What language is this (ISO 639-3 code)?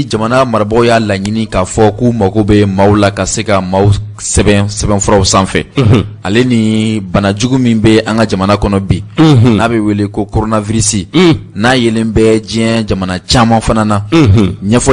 bam